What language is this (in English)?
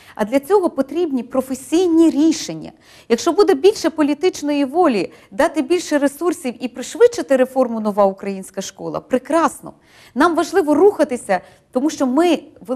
Ukrainian